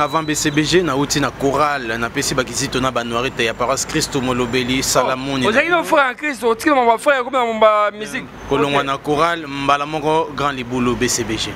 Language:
Lingala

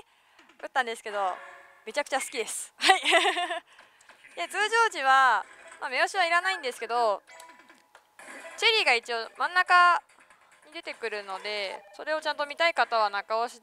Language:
Japanese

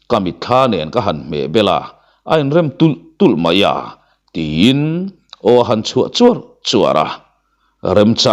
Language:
Mizo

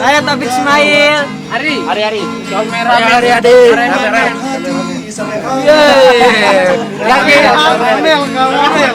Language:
Sasak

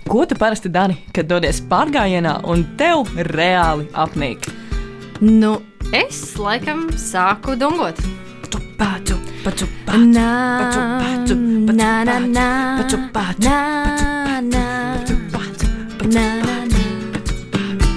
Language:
Latvian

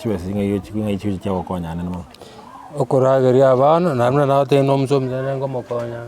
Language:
Gusii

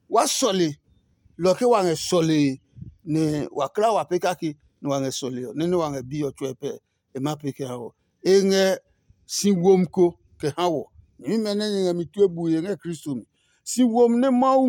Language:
Adangme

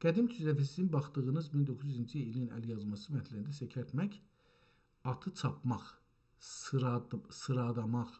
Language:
South Azerbaijani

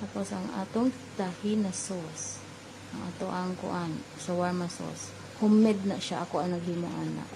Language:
Cebuano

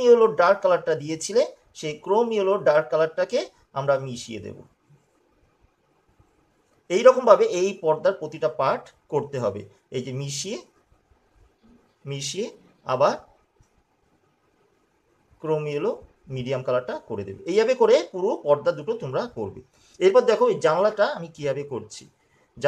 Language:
Bangla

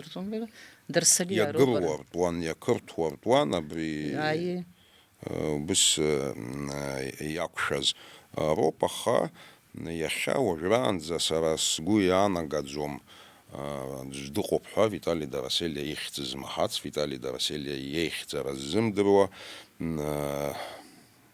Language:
Abkhazian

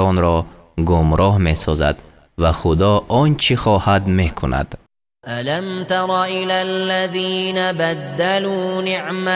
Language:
Persian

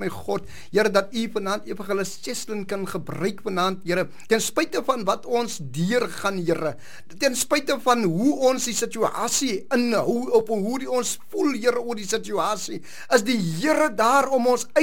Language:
Afrikaans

